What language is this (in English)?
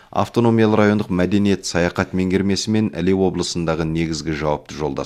Kazakh